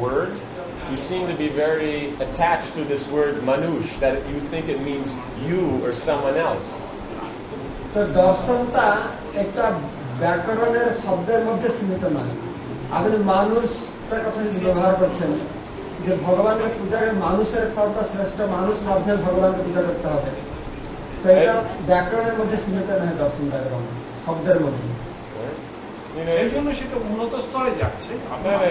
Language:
Bangla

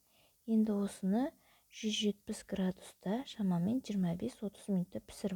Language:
Kazakh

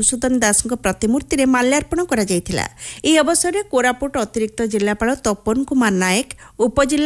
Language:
Odia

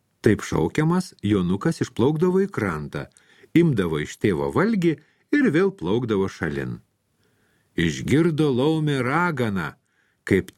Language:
Lithuanian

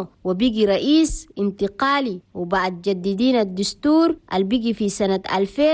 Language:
Chadian Arabic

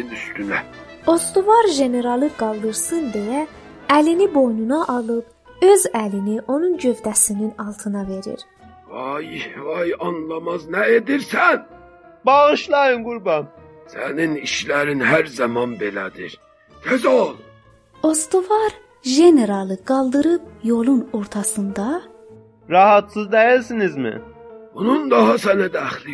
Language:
South Azerbaijani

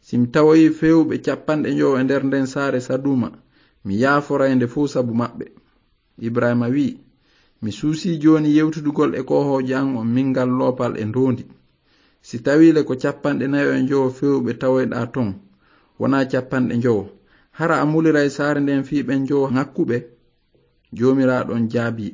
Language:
Fula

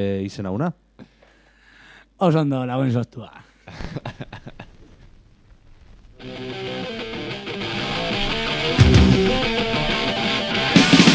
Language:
Basque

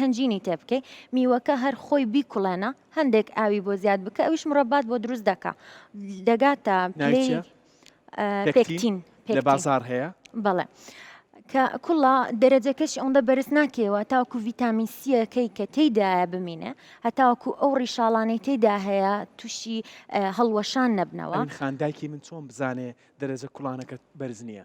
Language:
Central Kurdish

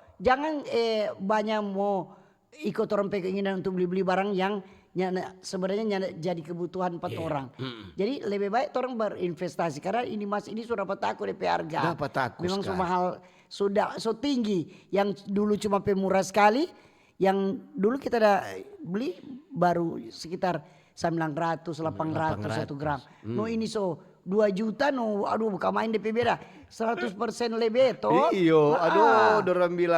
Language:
Manado Malay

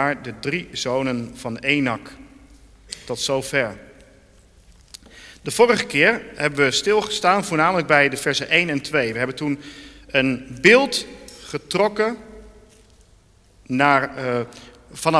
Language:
Dutch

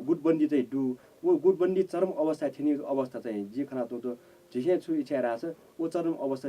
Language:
Newari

